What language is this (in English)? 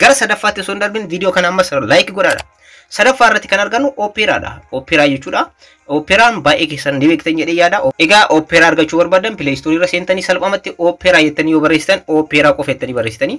Oromo